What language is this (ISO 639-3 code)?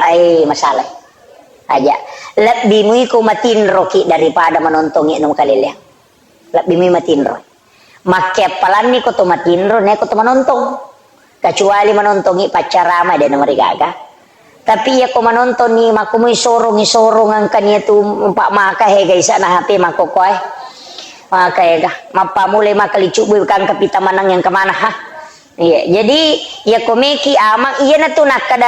bug